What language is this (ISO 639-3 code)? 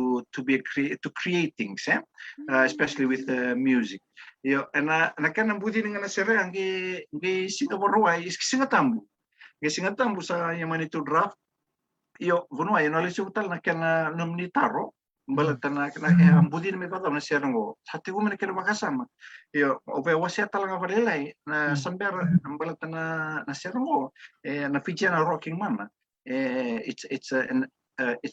fij